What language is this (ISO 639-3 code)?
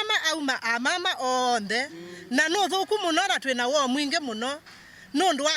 kam